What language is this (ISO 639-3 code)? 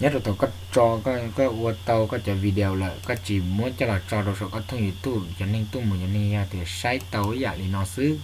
hmn